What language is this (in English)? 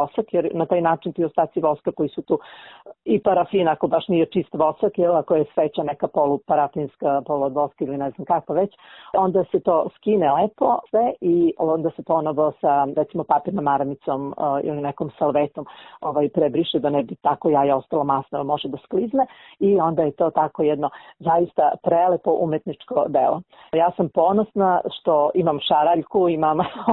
Serbian